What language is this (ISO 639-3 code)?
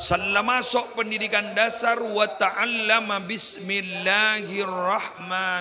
mad